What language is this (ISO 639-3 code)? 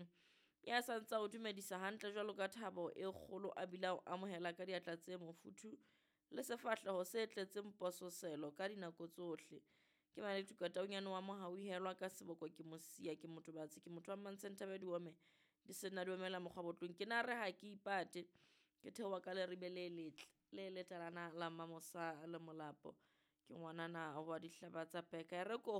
sot